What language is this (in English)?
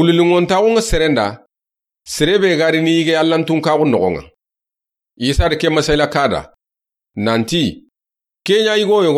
Soninke